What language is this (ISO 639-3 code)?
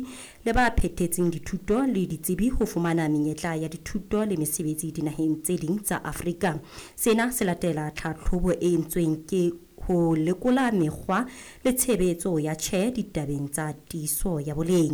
sot